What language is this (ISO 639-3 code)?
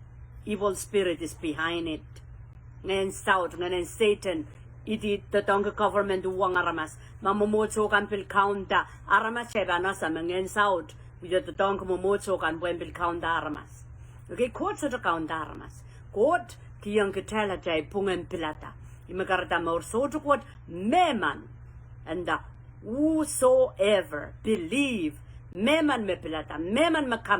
pon